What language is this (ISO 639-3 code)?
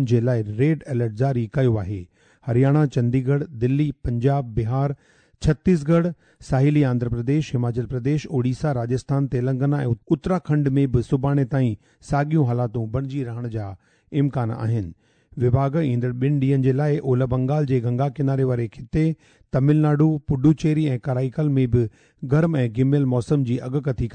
snd